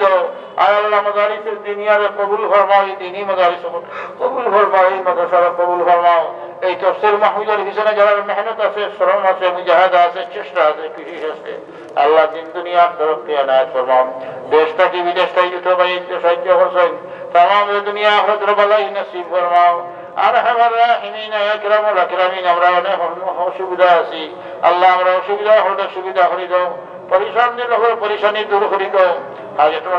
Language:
Sylheti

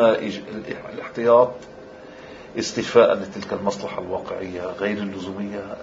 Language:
Arabic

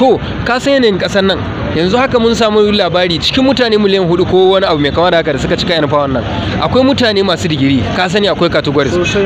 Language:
Hausa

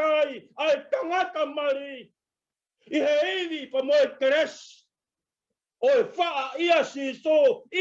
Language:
Tongan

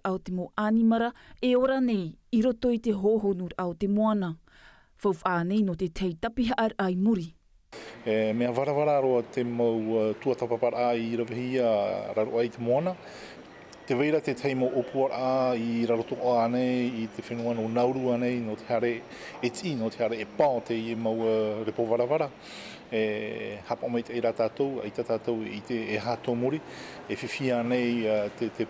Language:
Tahitian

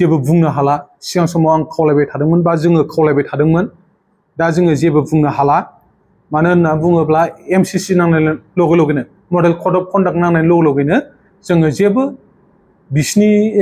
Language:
Bodo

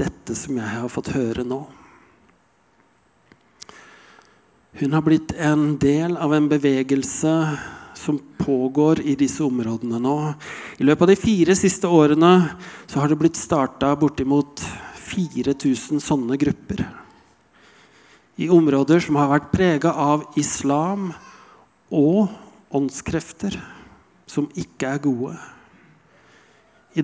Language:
Norwegian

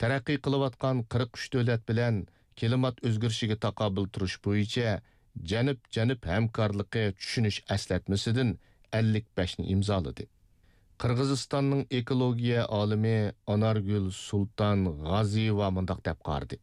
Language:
Uyghur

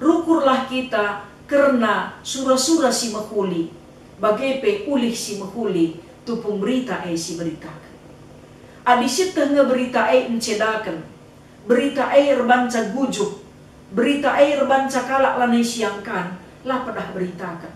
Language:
Batak Karo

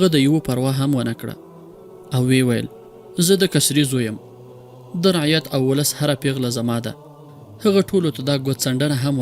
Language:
Pashto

